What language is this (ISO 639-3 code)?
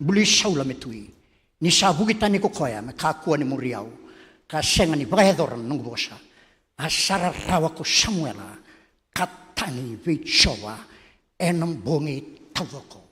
fij